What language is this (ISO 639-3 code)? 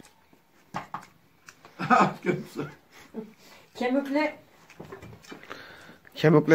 tur